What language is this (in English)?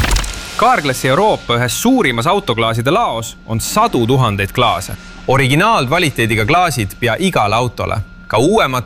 Estonian